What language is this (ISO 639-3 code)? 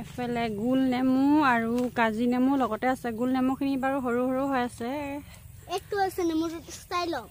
asm